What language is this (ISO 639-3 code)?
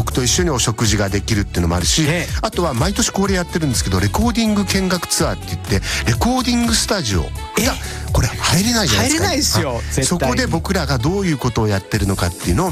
jpn